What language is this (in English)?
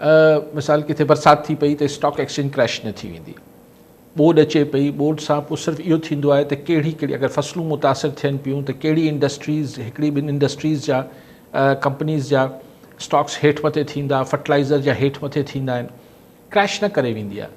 Sindhi